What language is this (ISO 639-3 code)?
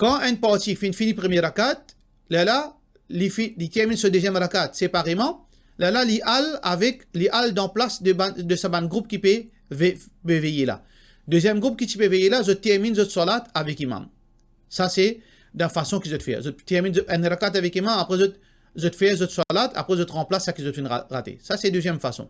mfe